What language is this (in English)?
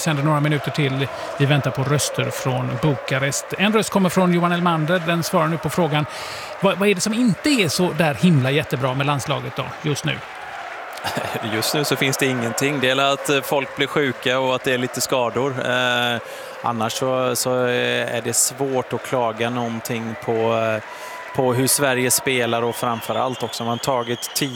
Swedish